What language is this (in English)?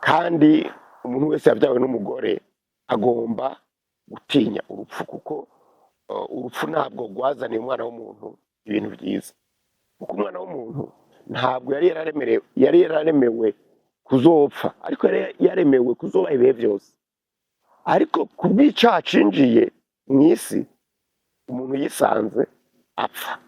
Rundi